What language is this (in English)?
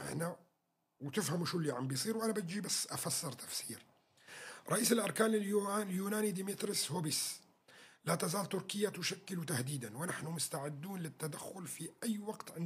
North Levantine Arabic